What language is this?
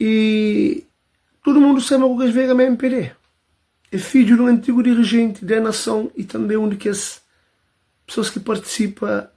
Kabuverdianu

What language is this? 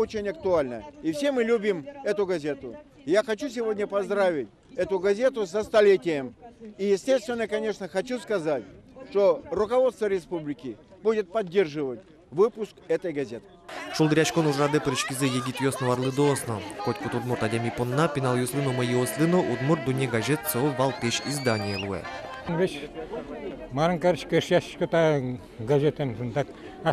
Udmurt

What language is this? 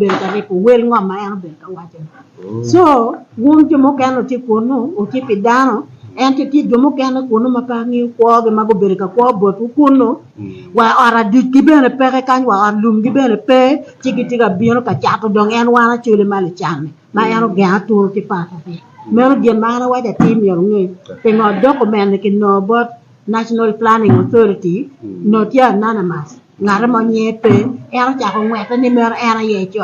Acoli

